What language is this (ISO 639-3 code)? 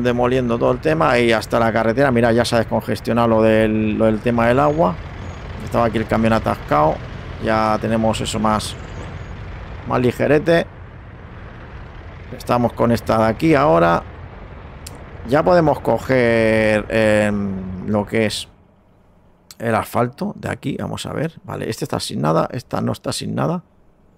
spa